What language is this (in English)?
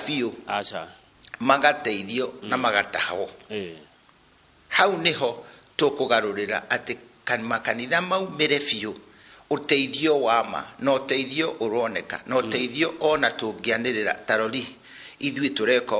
Kikuyu